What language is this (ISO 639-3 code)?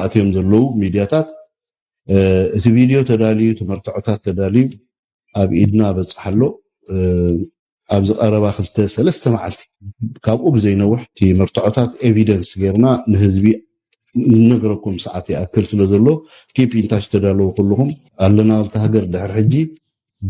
tir